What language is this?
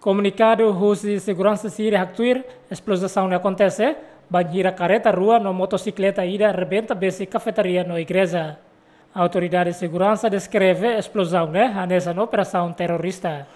Tetum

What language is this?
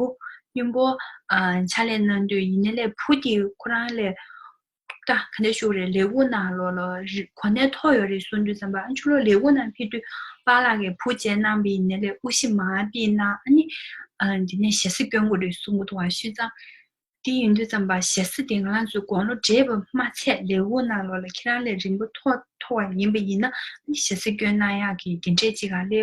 Tibetan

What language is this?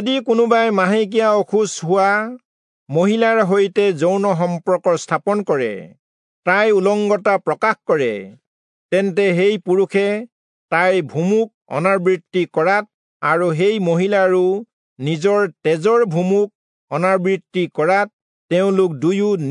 Assamese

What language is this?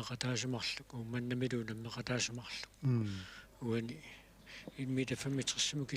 Kalaallisut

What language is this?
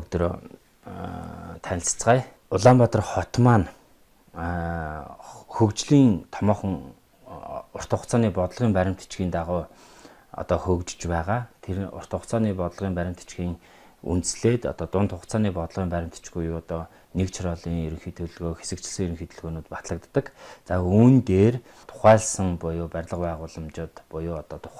Mongolian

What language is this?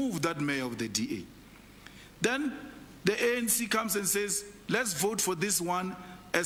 English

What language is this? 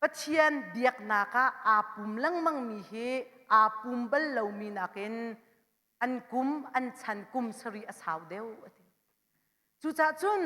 Hakha Chin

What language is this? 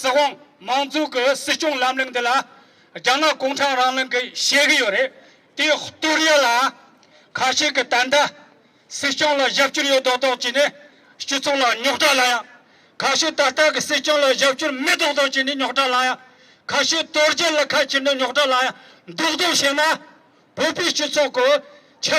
Tibetan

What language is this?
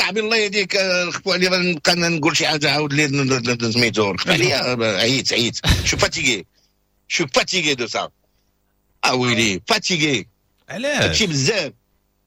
Moroccan Arabic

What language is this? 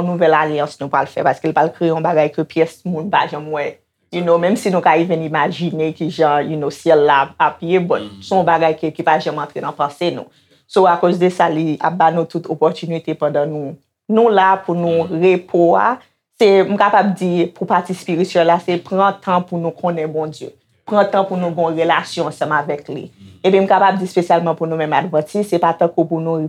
Haitian Creole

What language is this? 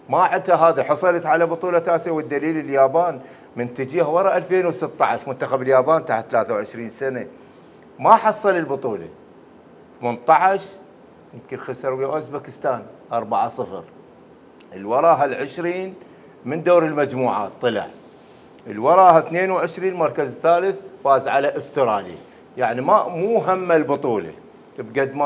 Mesopotamian Arabic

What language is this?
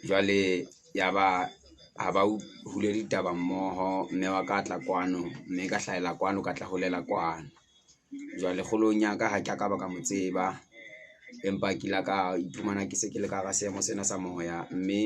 Southern Sotho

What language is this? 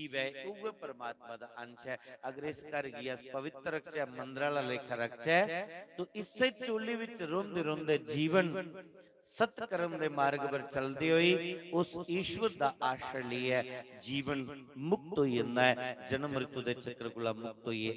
Dogri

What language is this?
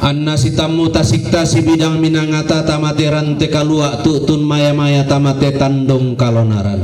Toraja-Sa'dan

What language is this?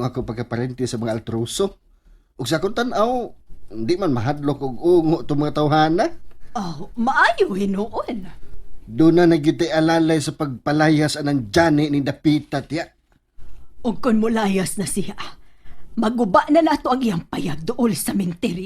Cebuano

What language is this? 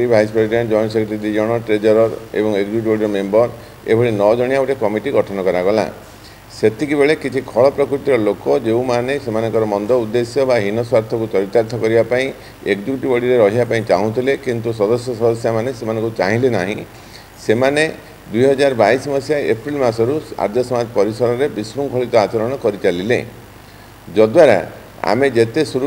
Odia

